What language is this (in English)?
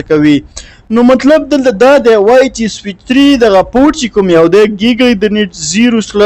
Pashto